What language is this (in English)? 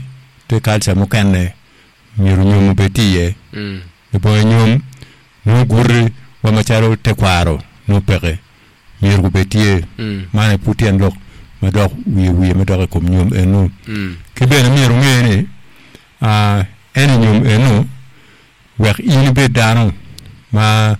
Acoli